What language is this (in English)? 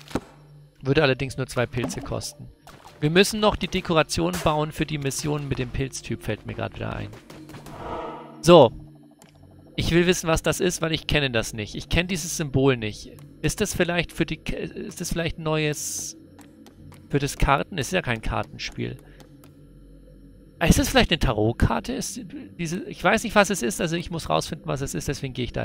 German